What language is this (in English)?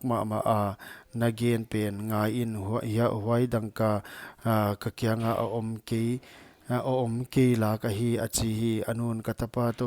Paite Chin